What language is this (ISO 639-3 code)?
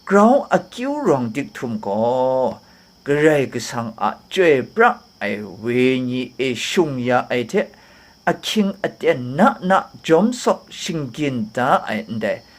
kac